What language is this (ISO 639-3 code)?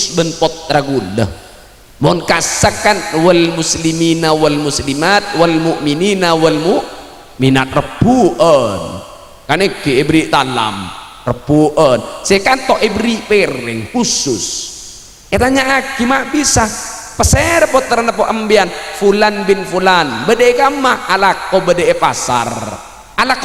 mad